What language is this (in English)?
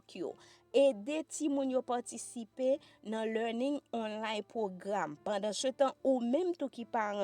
Haitian Creole